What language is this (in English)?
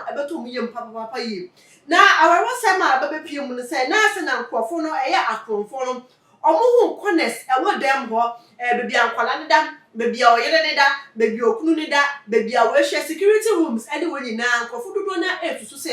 Akan